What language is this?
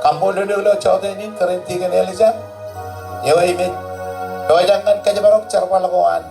Marshallese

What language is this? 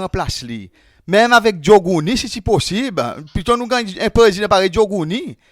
Seselwa Creole French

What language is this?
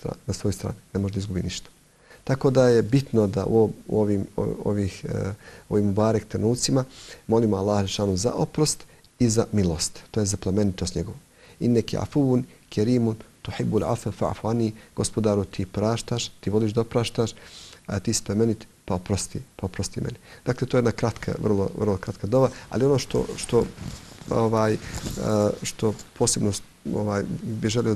Bosnian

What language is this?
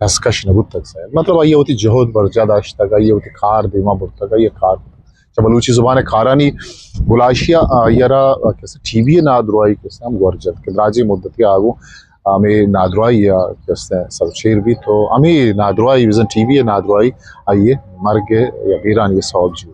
Eastern Balochi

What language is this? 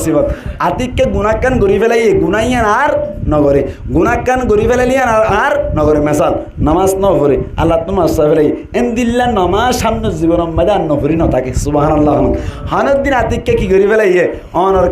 Rohingya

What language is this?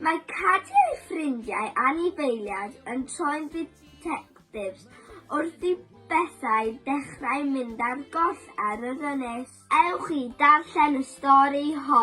Welsh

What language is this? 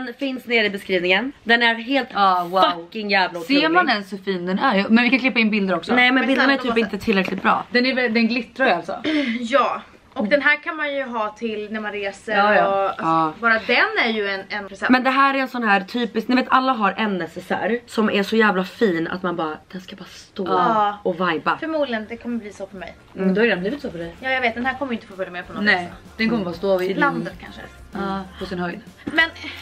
Swedish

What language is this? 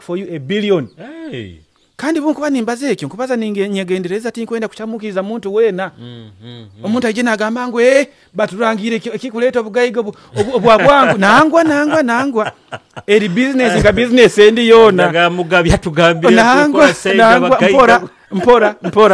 Nyoro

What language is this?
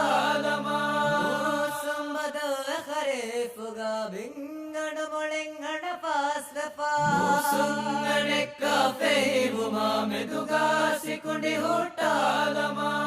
Divehi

